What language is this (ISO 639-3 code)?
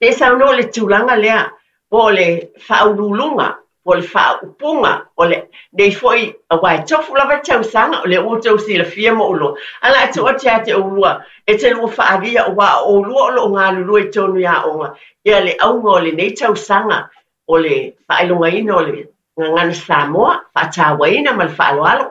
smo